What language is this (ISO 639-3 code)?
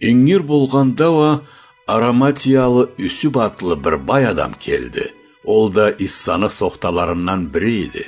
krc